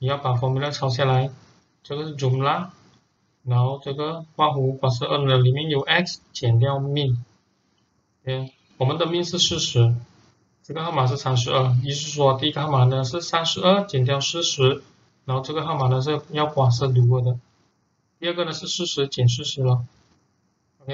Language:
Chinese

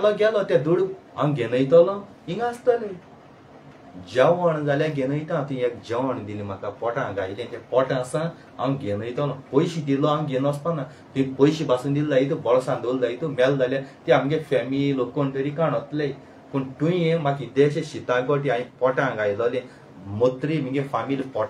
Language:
Konkani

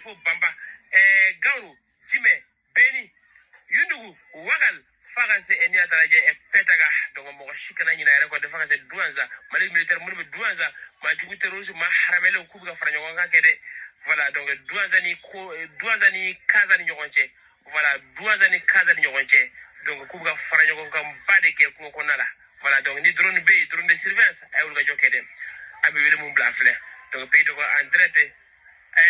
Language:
Bambara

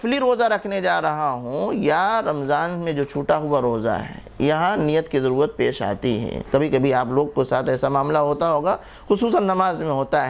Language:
Urdu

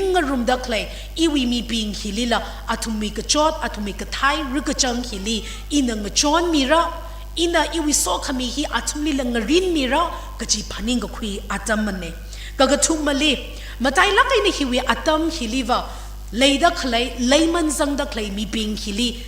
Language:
Tangkhul Naga (India)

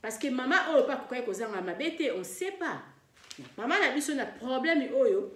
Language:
Lingala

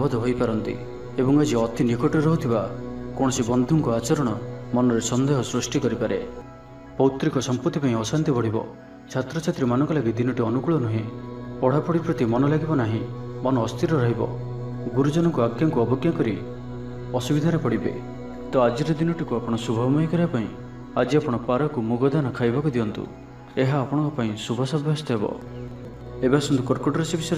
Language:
Odia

